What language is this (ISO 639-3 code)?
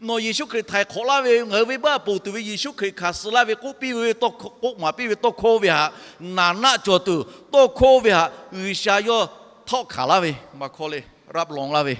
lhu